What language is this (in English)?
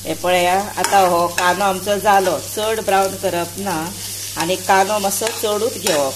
Konkani